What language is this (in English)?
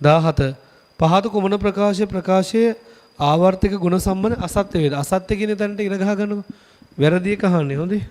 Sinhala